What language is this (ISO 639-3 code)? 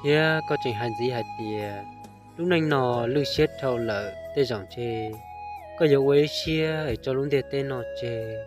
hmn